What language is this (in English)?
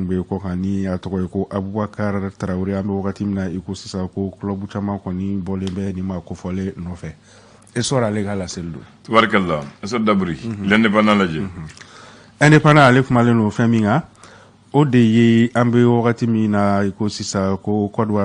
Bambara